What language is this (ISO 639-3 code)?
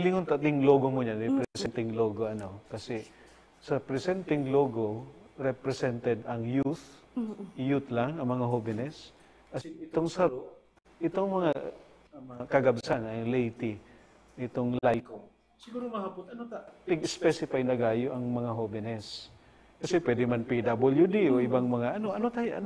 bik